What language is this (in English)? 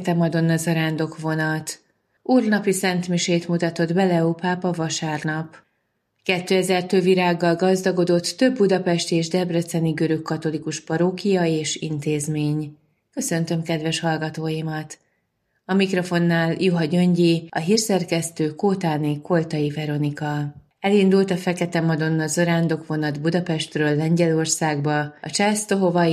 Hungarian